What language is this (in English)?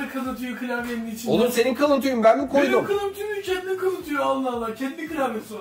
Turkish